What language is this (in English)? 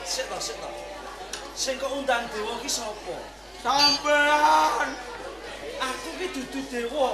Javanese